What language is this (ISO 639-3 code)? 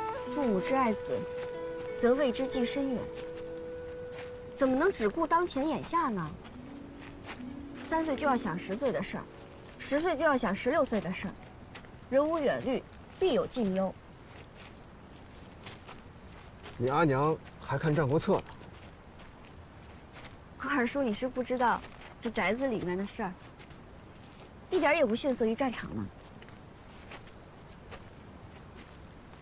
zho